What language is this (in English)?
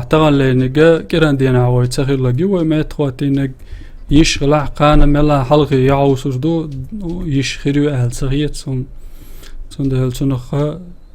Chechen